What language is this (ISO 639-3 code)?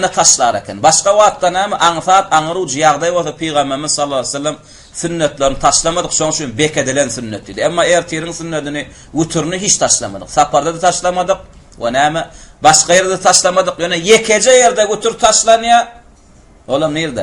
tuk